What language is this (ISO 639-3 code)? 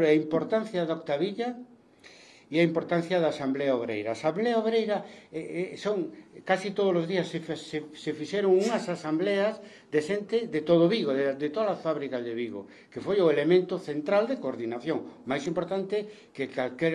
glg